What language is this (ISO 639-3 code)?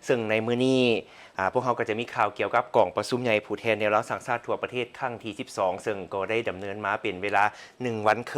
lao